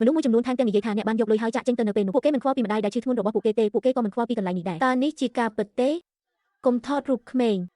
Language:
Khmer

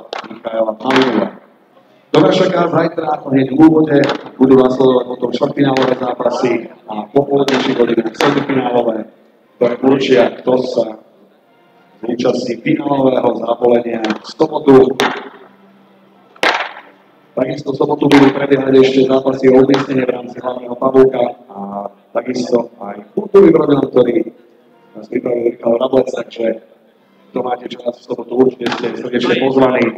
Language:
Slovak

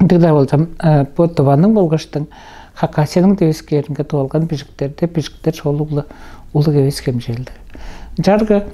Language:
Tuvinian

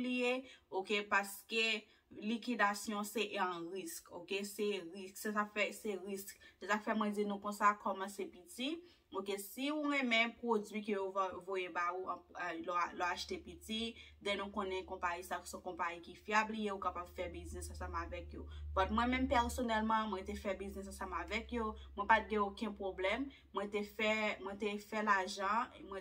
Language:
Haitian Creole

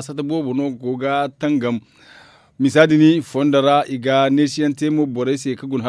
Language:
Zarma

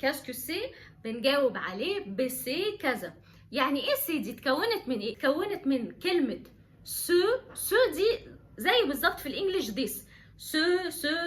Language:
Egyptian Arabic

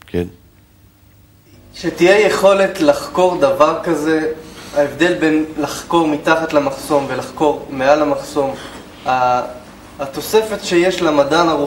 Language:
Hebrew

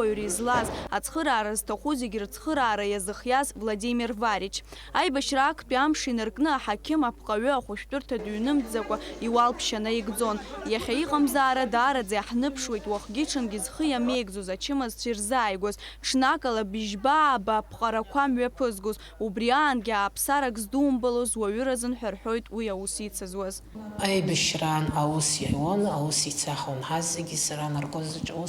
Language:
Abkhazian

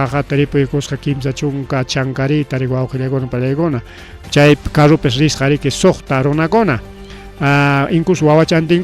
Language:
Ayacucho Quechua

